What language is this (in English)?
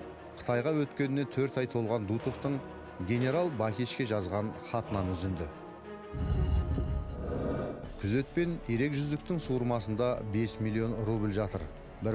Kazakh